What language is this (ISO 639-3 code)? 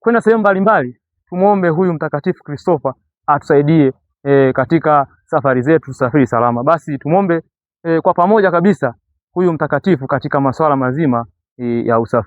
swa